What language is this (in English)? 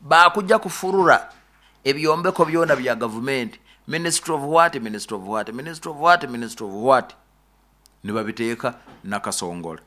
Nyoro